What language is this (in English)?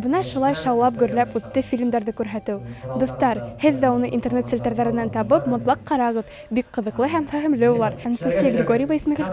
Bashkir